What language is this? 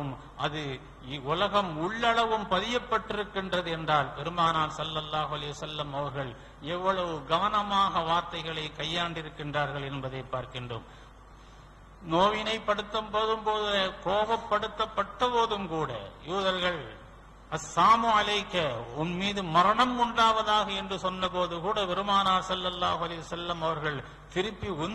Tamil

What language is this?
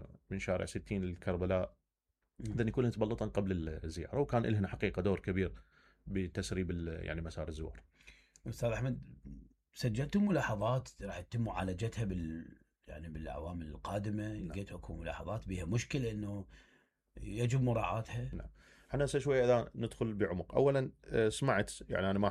Mesopotamian Arabic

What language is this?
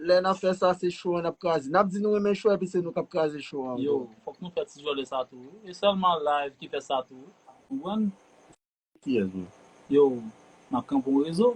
Haitian Creole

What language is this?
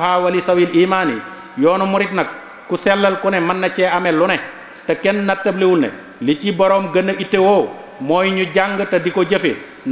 Wolof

